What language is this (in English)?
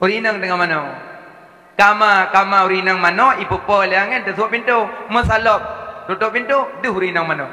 Achinese